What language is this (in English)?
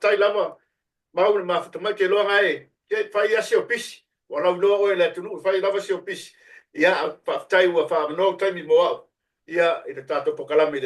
Samoan